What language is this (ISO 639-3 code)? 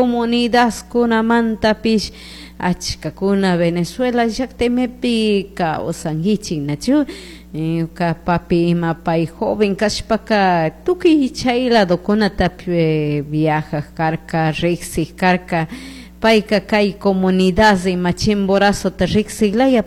qug